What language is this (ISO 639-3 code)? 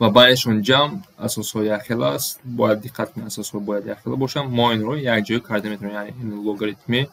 tgk